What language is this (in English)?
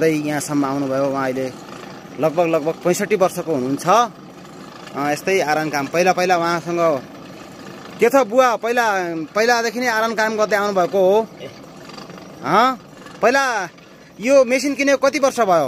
Nepali